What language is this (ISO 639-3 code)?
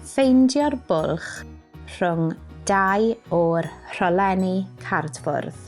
cym